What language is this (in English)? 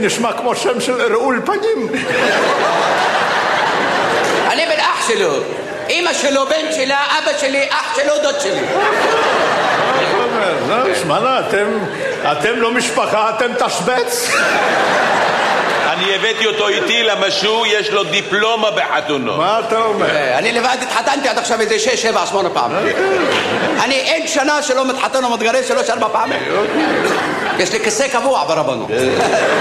Hebrew